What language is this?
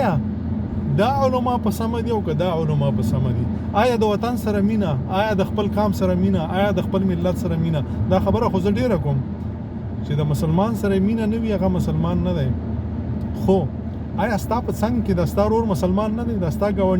Pashto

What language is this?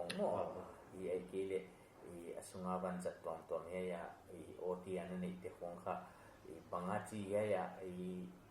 Paite Chin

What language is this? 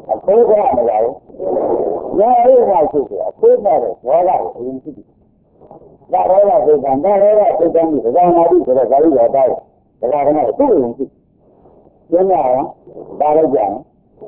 Burmese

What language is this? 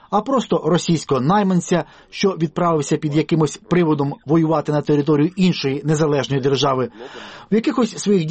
Ukrainian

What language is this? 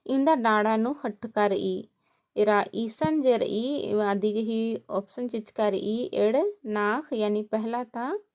Kurukh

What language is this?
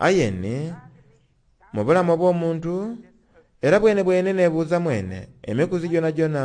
Soga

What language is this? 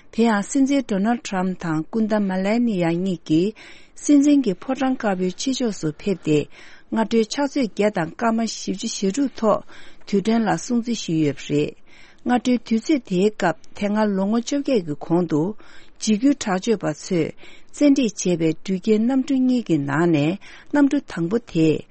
Tibetan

